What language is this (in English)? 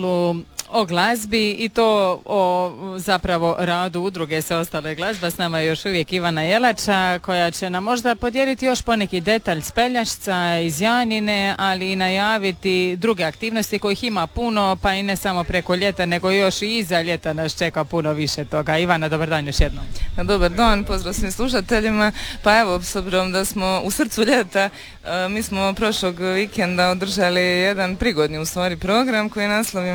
Croatian